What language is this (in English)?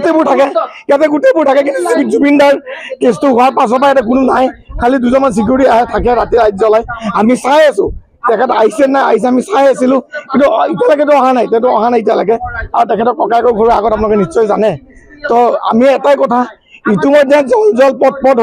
Assamese